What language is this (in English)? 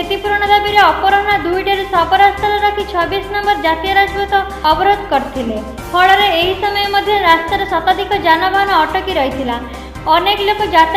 Odia